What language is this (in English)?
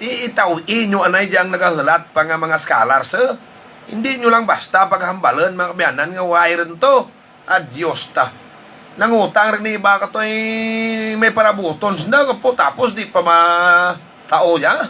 Hiligaynon